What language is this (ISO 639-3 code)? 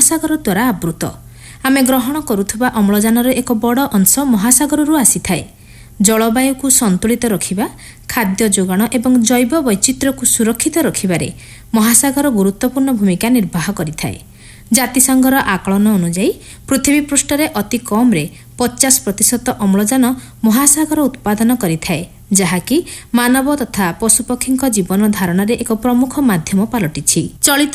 ori